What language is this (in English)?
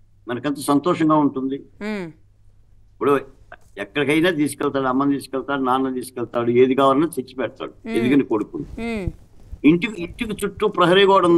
Telugu